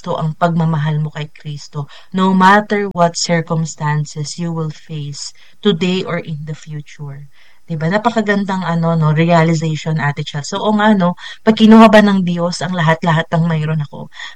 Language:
Filipino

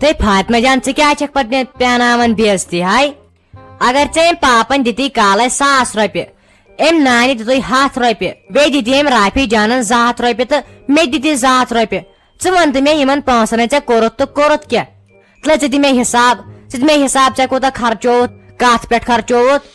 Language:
Kashmiri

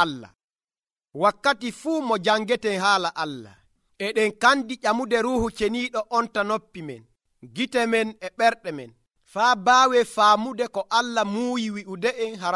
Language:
Nigerian Fulfulde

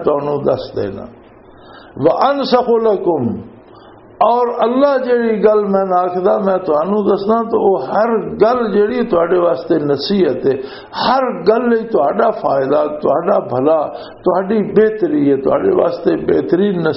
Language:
Western Panjabi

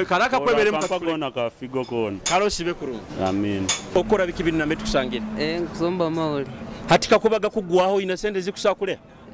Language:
Nyoro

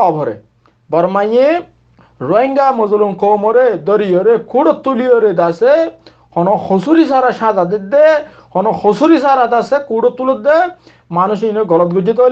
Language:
Rohingya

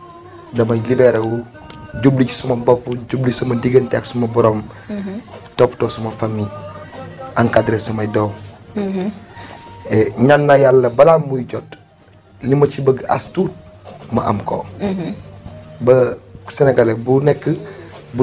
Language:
Wolof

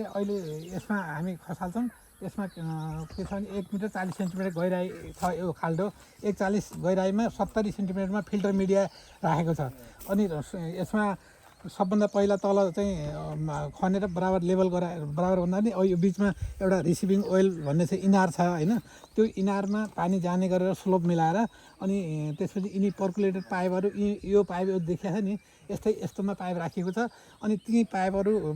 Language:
Nepali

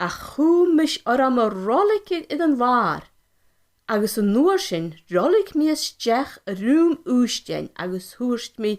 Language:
Scottish Gaelic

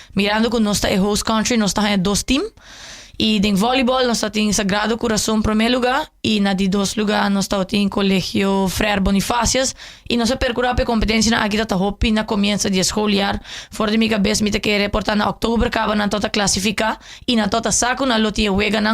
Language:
Papiamento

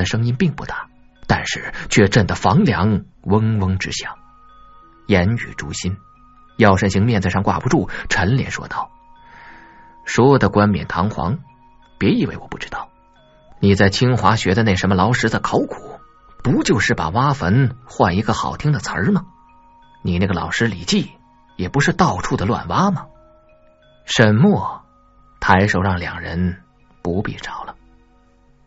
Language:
Chinese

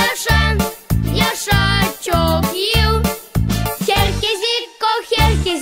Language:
Gagauz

